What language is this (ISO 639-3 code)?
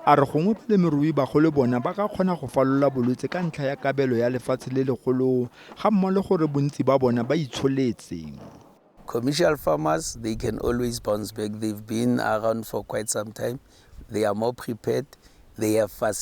tsn